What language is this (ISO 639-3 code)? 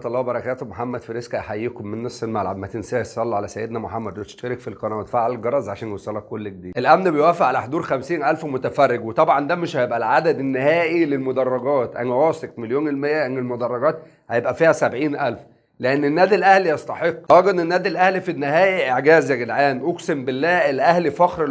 arz